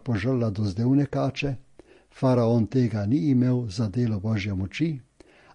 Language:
Slovenian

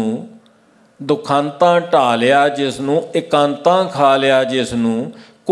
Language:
Punjabi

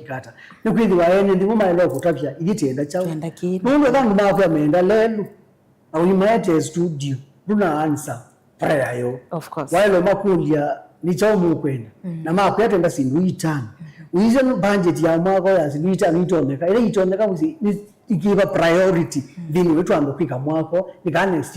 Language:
Kamba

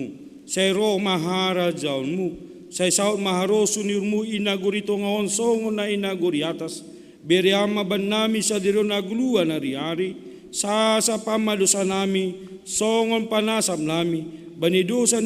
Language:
Batak Simalungun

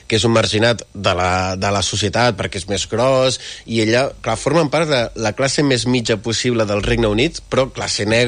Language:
Catalan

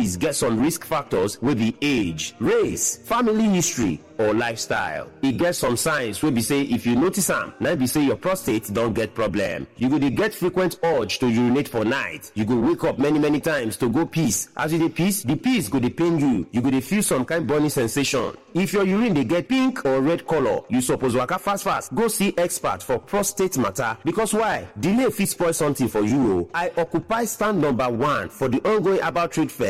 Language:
Nigerian Pidgin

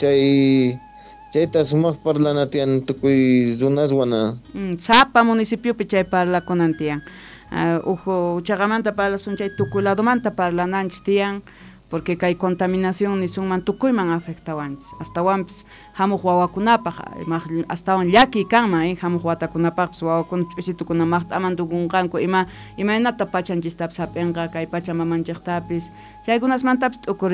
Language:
Quechua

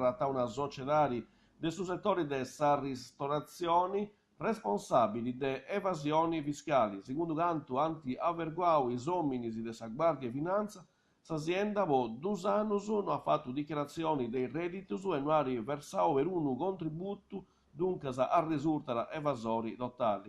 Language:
Sardinian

